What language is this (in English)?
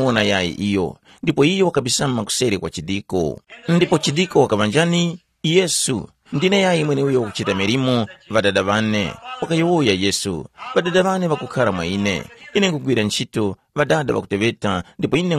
Tumbuka